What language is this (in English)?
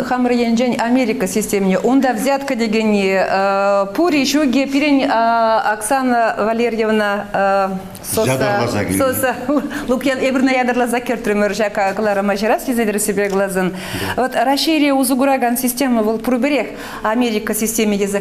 Chuvash